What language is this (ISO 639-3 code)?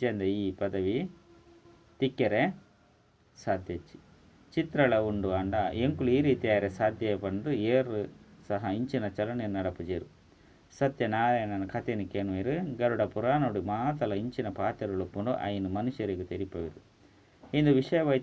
tcy